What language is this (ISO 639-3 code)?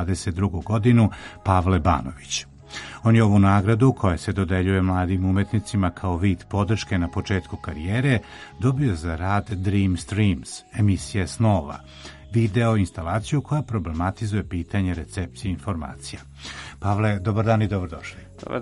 srp